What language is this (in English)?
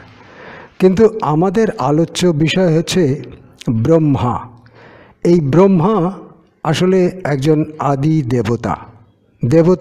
Bangla